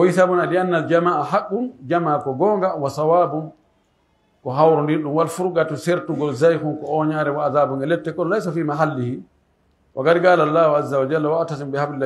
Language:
Pular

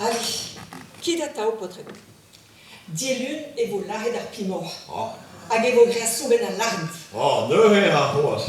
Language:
Breton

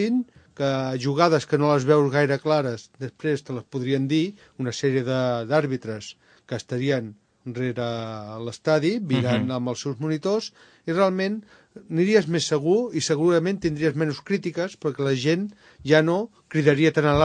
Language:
Catalan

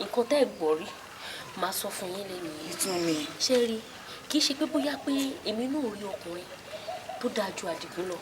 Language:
Yoruba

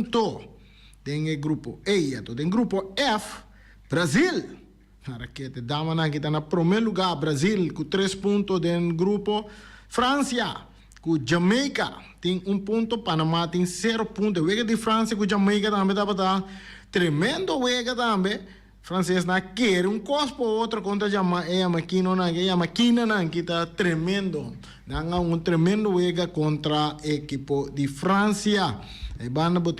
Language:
Papiamento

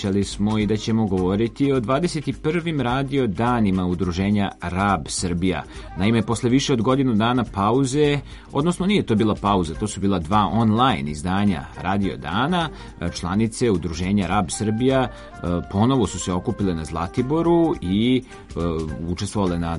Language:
Serbian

